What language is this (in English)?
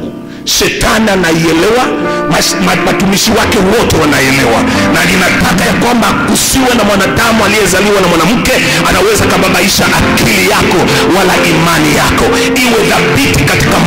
Swahili